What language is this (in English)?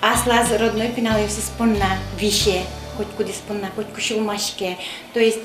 Udmurt